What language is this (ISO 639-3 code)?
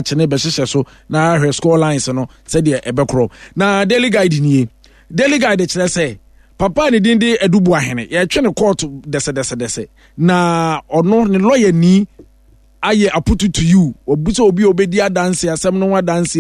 aka